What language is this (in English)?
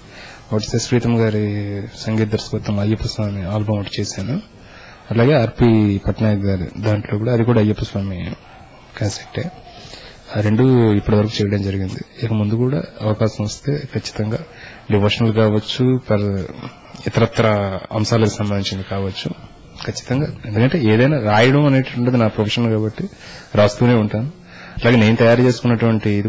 Telugu